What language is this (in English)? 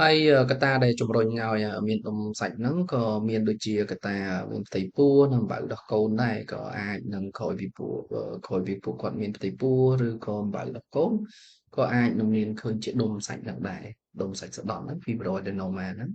Khmer